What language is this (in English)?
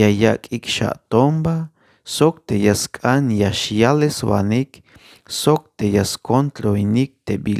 Tzeltal